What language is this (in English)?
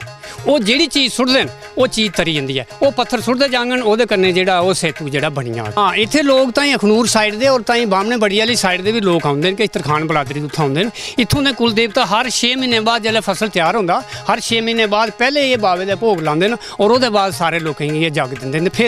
Dogri